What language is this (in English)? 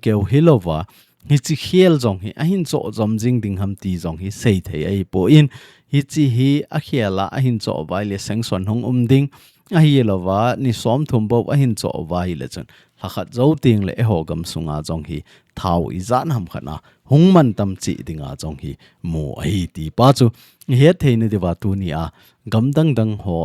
Thado Chin